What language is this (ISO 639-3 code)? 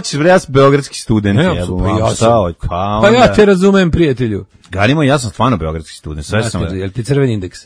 srp